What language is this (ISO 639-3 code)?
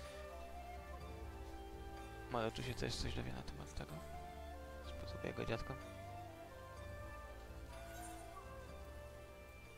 pol